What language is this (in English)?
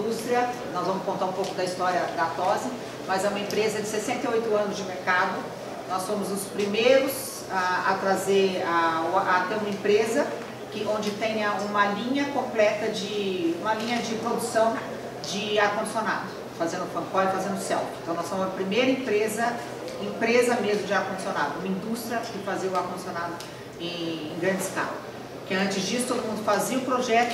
Portuguese